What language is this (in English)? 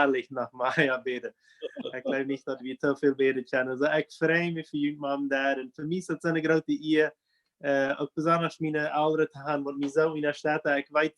Plautdietsch